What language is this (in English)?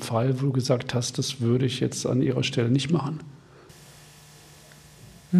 German